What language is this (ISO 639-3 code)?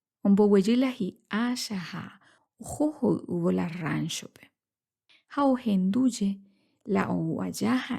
grn